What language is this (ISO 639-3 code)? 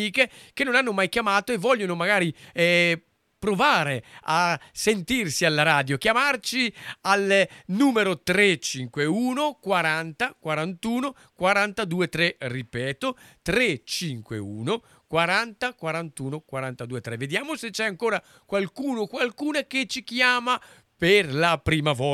ita